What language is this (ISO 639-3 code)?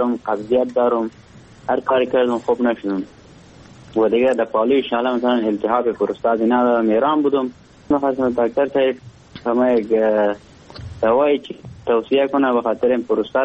fas